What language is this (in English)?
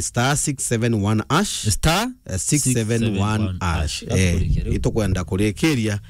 Meru